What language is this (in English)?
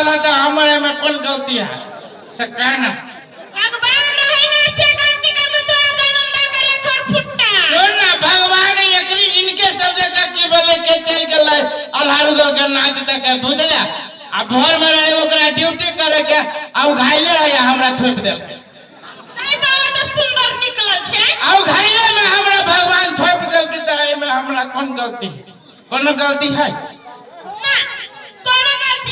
Maithili